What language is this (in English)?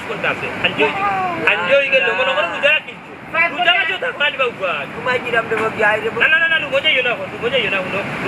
Sylheti